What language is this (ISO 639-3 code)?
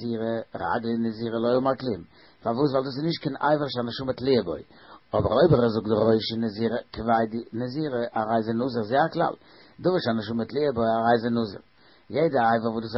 yid